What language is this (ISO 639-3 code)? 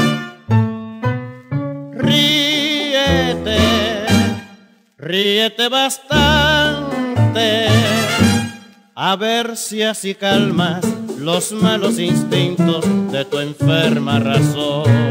spa